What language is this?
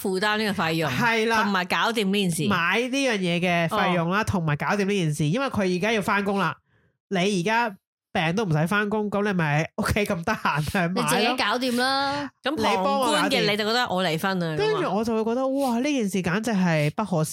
Cantonese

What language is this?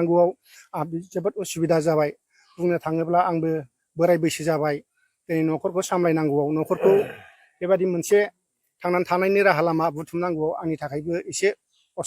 Bodo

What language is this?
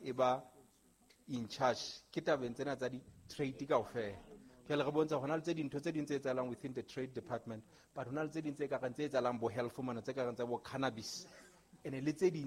Southern Sotho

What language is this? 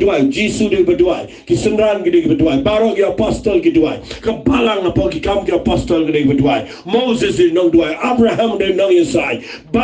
Khasi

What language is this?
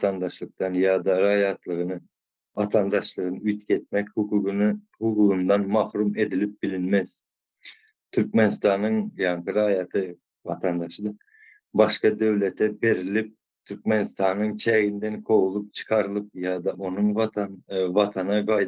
Turkmen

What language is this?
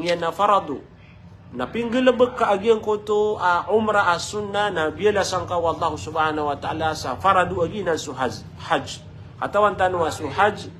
Maranao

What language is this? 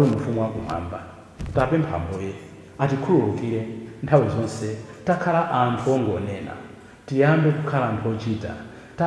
Nyanja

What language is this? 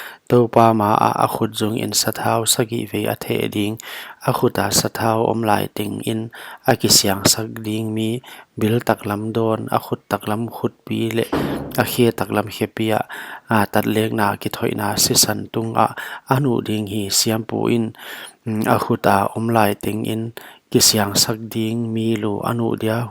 Paite Chin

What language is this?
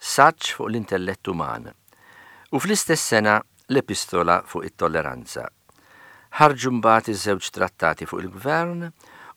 Maltese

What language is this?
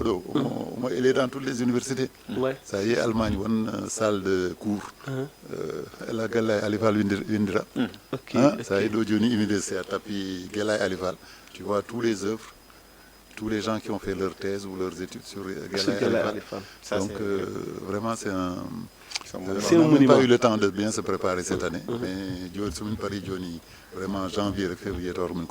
Fula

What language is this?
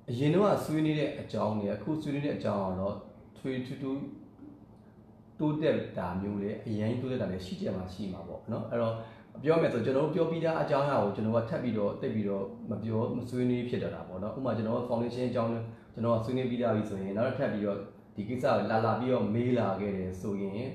Burmese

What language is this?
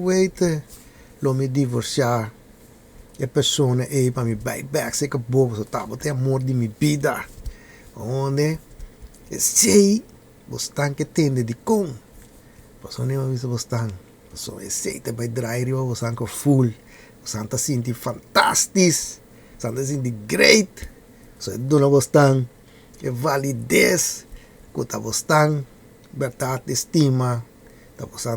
Papiamento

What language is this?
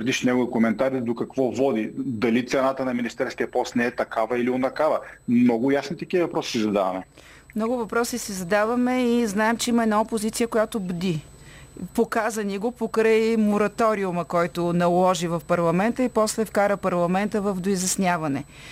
Bulgarian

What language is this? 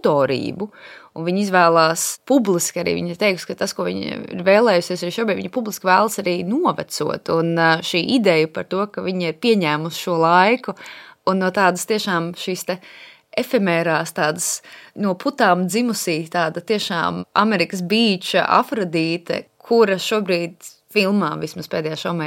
Latvian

